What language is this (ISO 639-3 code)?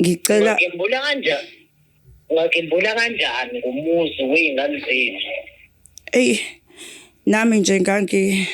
zul